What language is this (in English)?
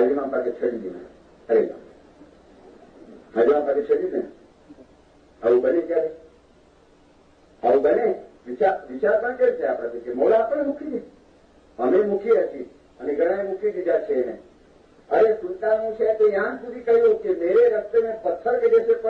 Gujarati